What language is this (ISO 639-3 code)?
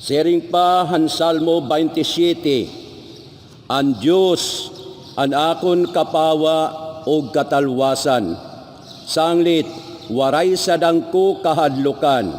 war